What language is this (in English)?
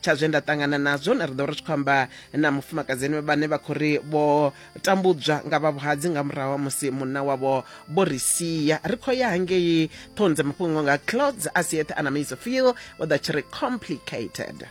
Venda